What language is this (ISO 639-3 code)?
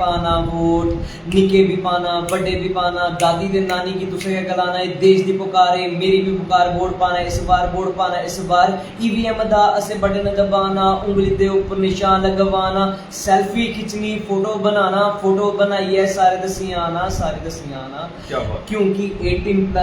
doi